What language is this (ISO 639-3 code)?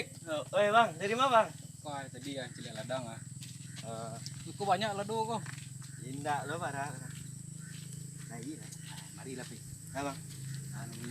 min